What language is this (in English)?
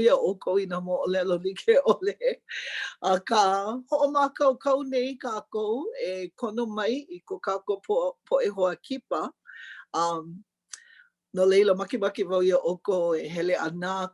Hawaiian